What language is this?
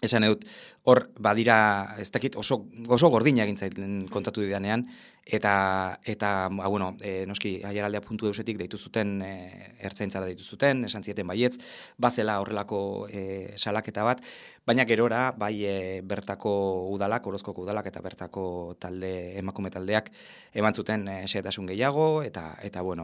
Basque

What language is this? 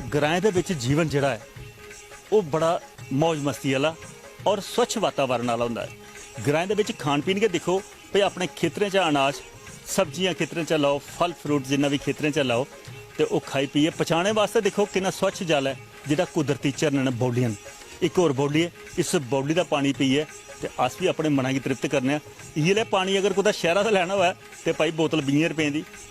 Dogri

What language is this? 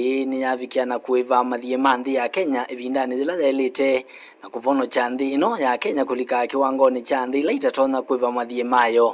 Kamba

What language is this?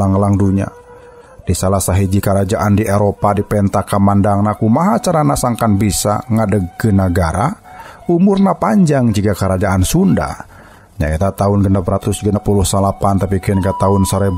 Sundanese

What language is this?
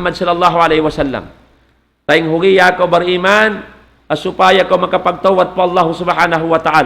Tausug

